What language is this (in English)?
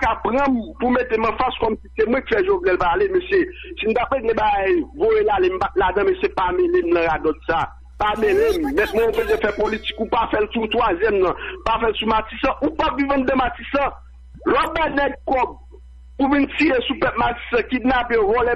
Haitian Creole